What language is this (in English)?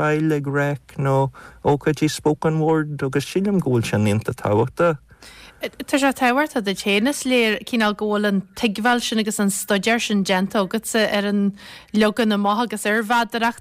Irish